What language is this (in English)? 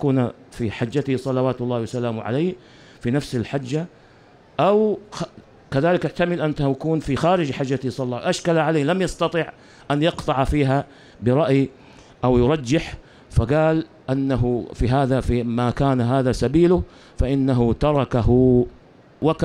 Arabic